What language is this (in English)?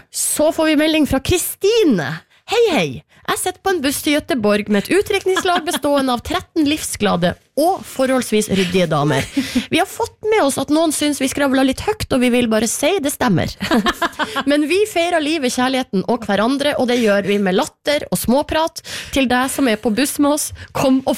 Norwegian